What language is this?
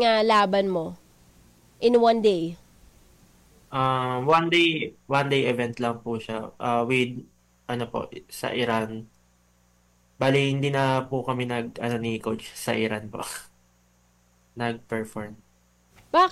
Filipino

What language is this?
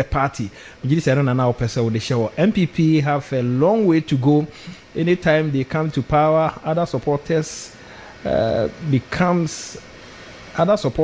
Akan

